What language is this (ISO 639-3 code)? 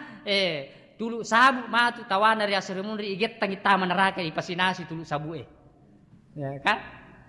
bug